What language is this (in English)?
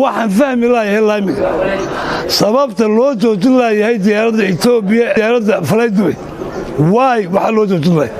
Somali